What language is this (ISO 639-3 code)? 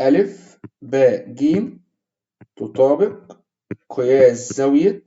arz